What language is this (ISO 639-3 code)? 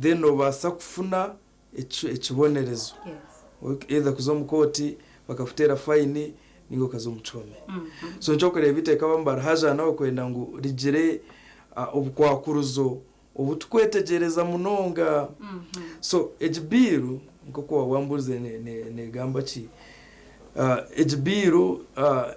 nyn